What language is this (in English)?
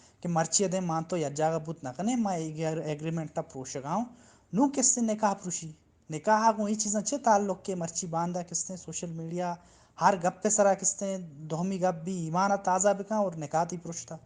Baluchi